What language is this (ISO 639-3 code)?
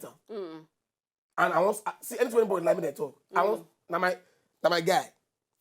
pcm